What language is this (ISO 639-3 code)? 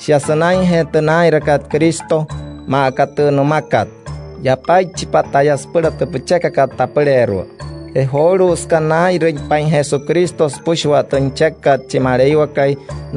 guc